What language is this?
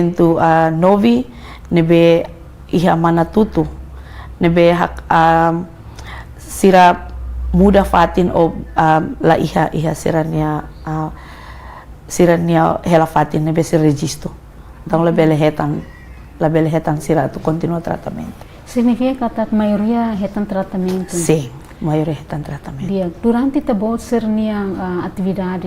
Tetum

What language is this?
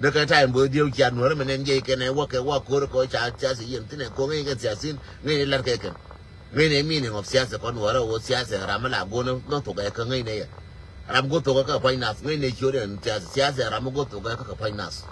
Nuer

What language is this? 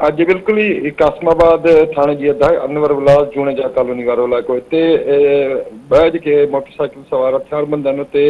Sindhi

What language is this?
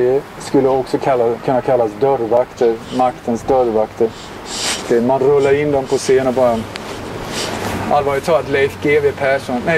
Swedish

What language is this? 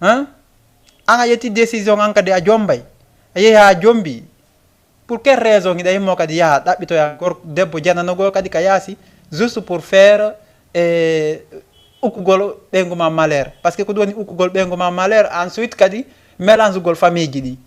Fula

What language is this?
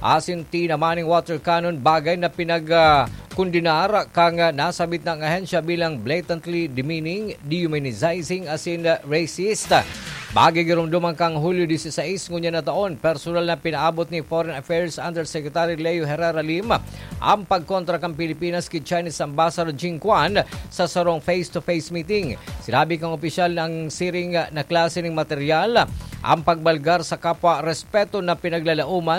Bikol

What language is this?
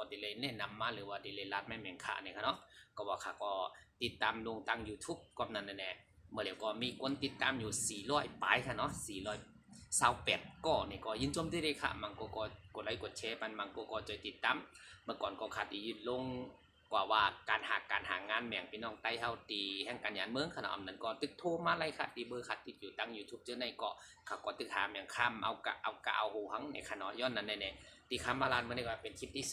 Shan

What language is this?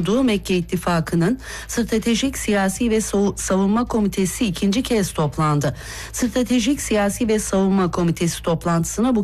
Turkish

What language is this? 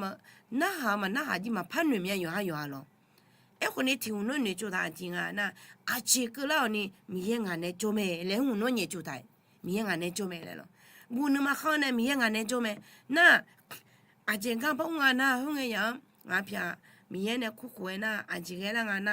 Akha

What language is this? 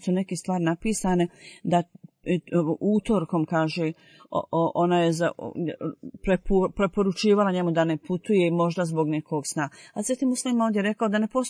Bosnian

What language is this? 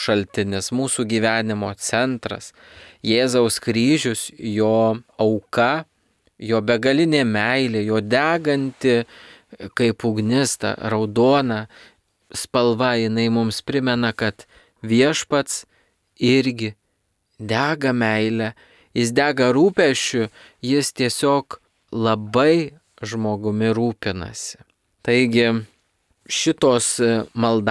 Lithuanian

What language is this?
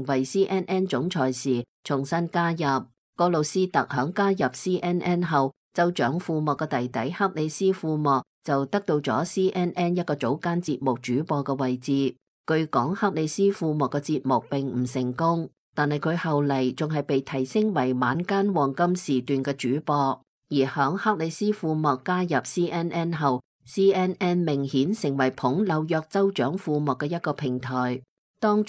Cantonese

